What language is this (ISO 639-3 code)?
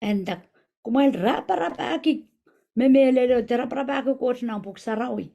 pon